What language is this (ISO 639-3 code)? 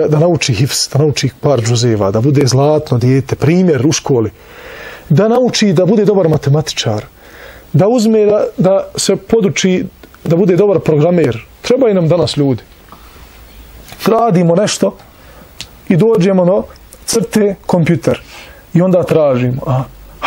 bos